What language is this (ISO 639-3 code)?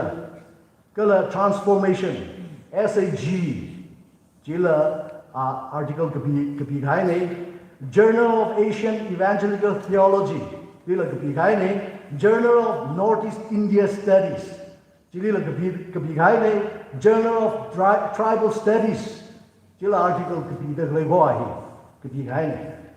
nmf